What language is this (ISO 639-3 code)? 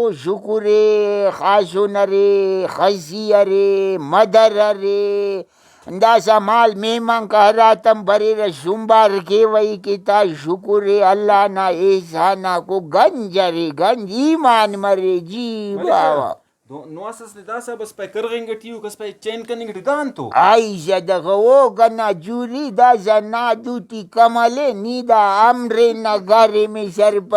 brh